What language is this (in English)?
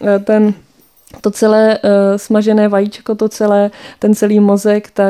Czech